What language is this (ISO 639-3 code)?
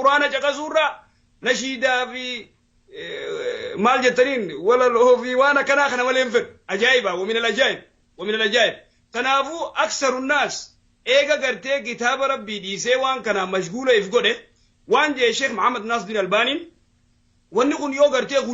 orm